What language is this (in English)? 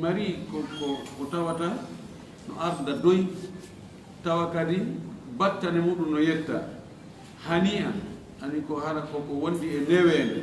Fula